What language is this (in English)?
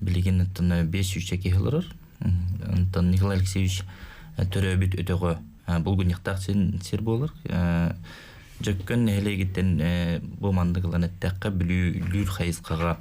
Yakut